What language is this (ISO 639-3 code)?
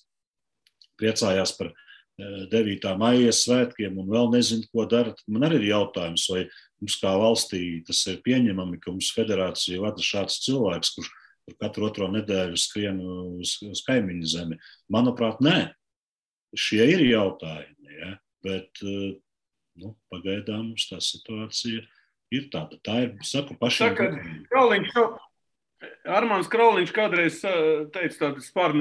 lav